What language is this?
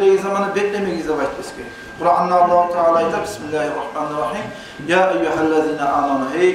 Kumyk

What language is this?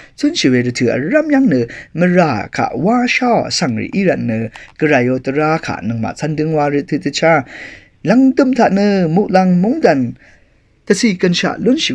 Rawang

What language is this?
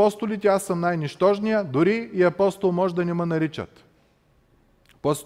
Bulgarian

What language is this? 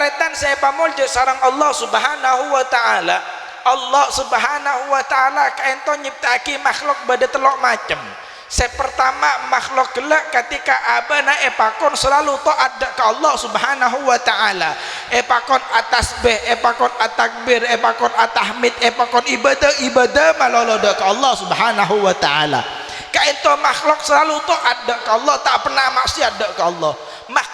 Madurese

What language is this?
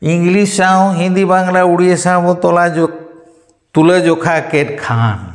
Santali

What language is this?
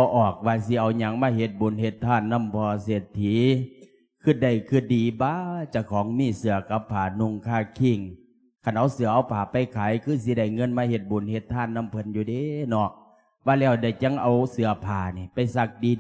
Lao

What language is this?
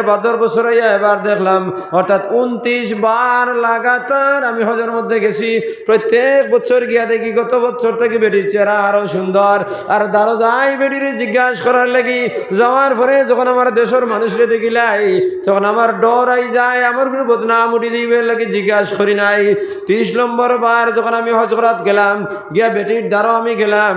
Sylheti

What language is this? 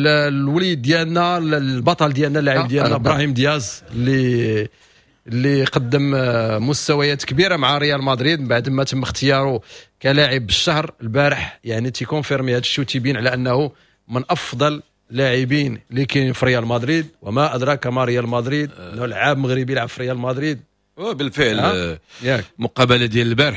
Moroccan Arabic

